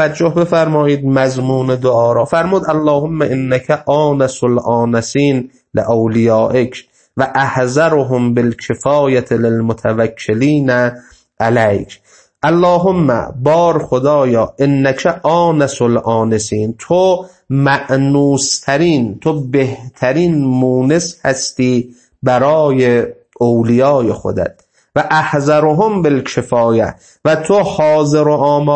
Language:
Persian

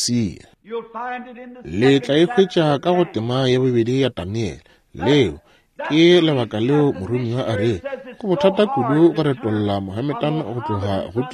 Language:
Northern Sotho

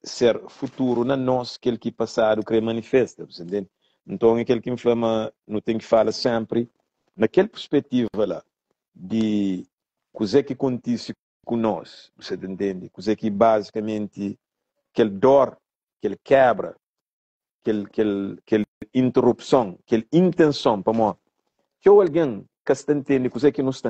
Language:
Kabuverdianu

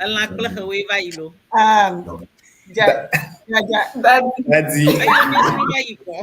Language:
Ewe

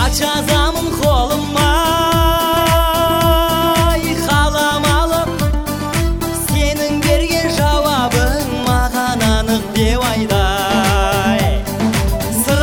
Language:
Kazakh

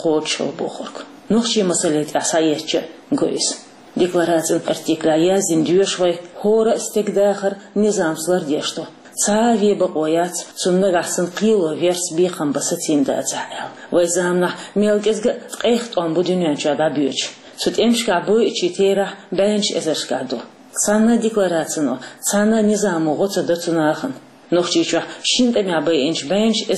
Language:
Chechen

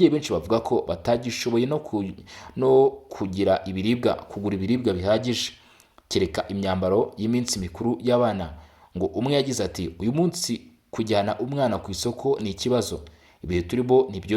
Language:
Kinyarwanda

